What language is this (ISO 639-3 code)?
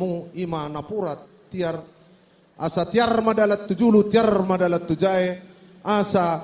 bbc